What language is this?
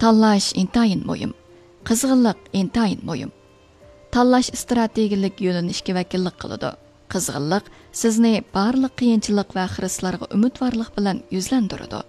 Uyghur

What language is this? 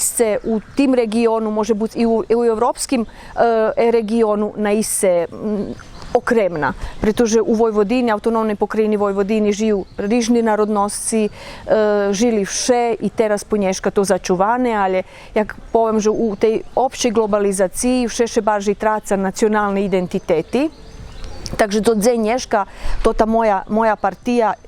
Rusyn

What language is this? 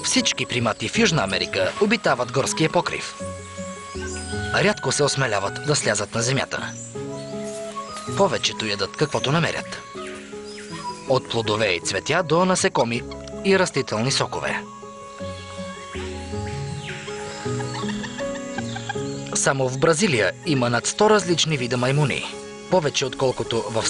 Bulgarian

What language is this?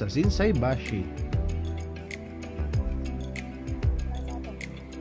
Filipino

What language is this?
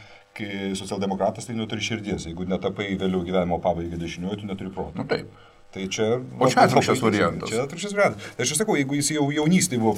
Lithuanian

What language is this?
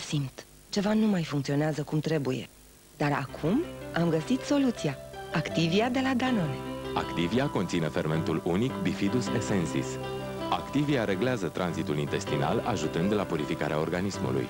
Romanian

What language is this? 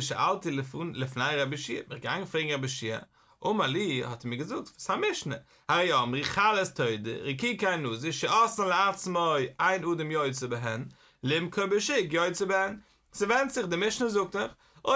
Yiddish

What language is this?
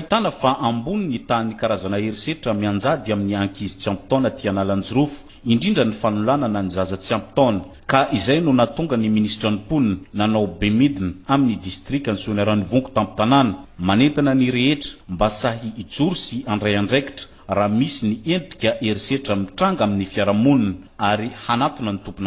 Malagasy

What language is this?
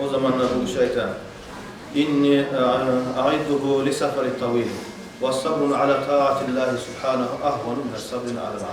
Kumyk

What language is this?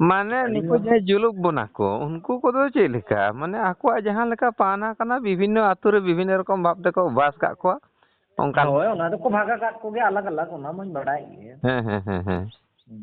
Santali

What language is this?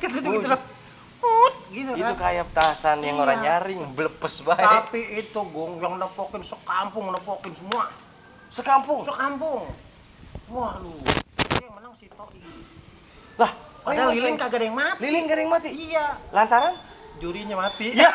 Betawi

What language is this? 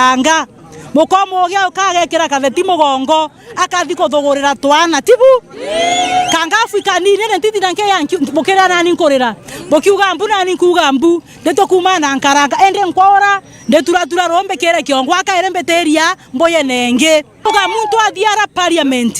Meru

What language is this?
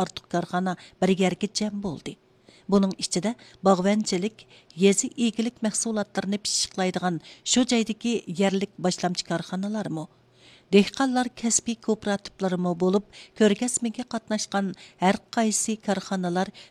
Uyghur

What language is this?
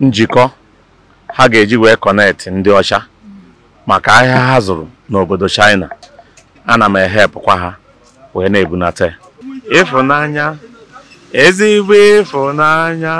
Igbo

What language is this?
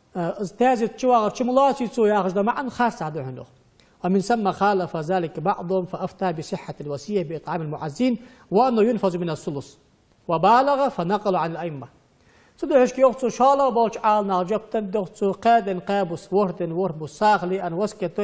Ingush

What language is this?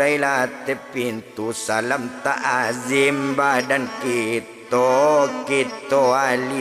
Minangkabau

